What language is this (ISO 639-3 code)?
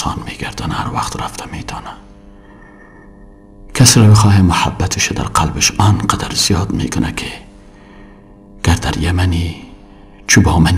fas